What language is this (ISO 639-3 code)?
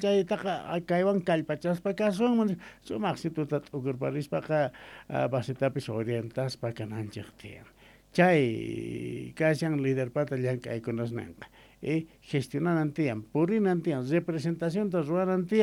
que